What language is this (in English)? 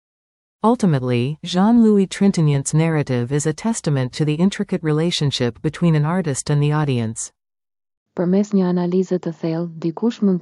Albanian